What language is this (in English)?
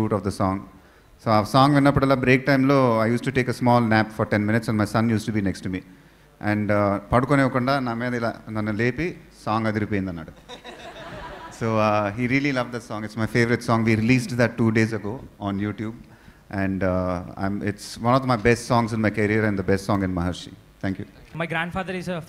Telugu